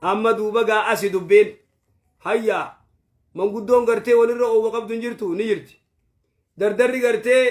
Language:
Oromo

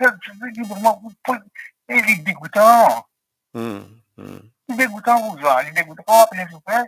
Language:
Morisyen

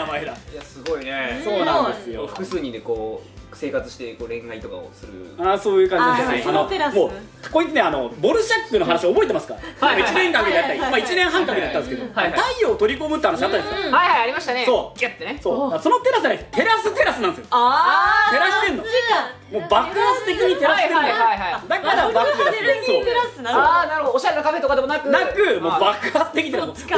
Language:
Japanese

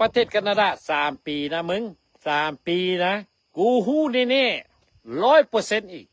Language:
Lao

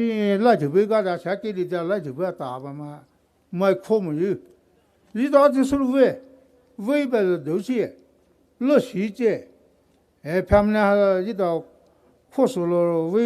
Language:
Poumei Naga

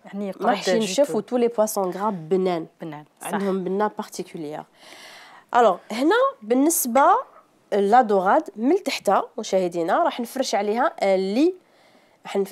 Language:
Algerian Arabic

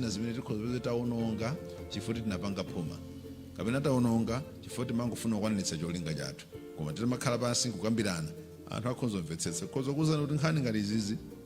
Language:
Nyanja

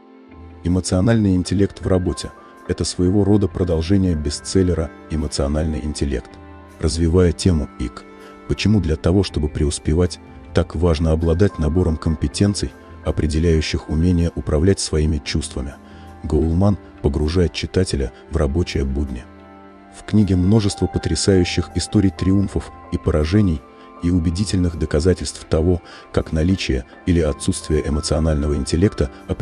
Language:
Russian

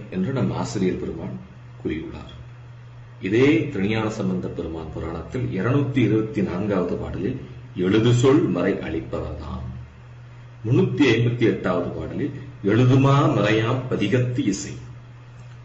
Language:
Tamil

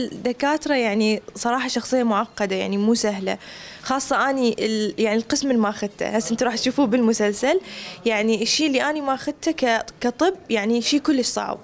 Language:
Mesopotamian Arabic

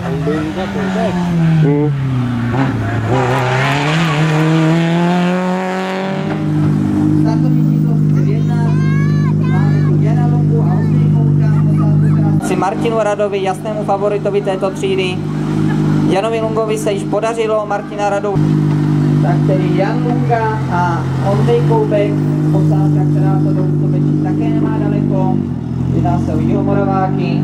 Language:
Czech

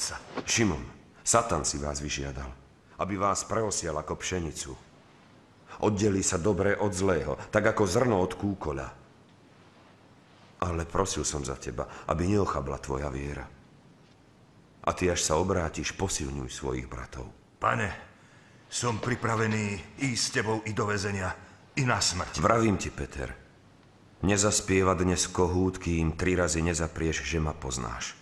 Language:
Slovak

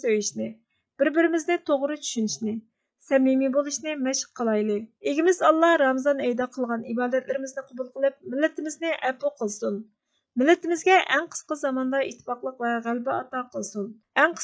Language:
Uyghur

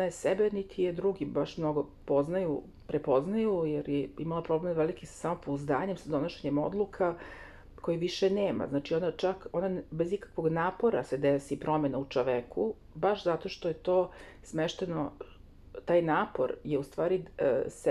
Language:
Serbian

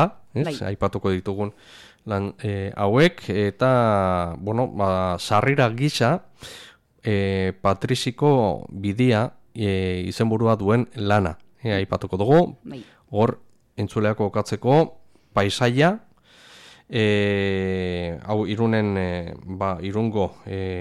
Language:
Basque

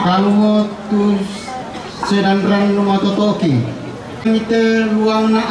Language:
Toraja-Sa'dan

